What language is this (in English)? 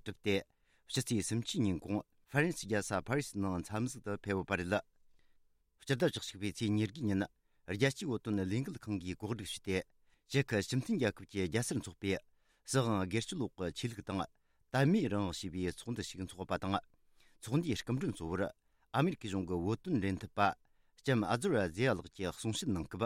Tibetan